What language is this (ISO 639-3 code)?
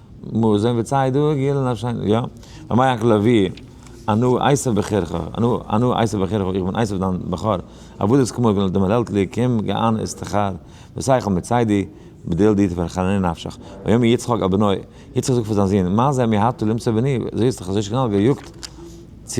yid